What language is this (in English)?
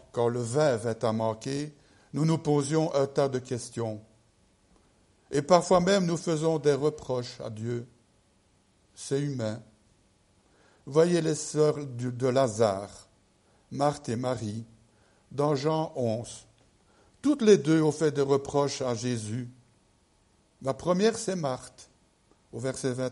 French